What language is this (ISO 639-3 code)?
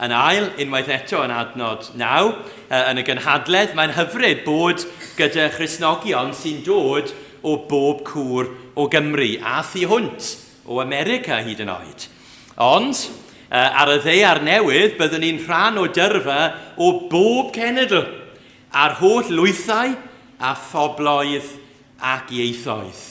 cym